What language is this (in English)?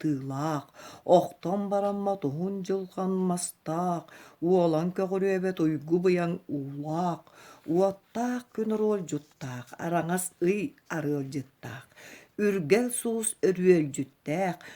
Yakut